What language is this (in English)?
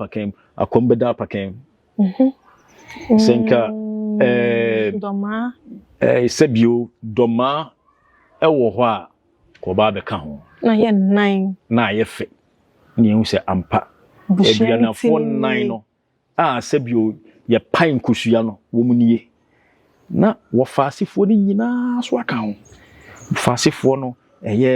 Akan